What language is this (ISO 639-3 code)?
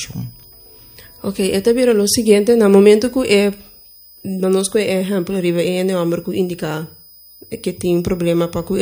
pap